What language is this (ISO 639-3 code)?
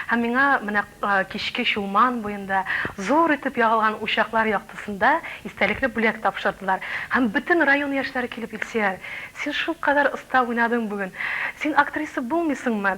tat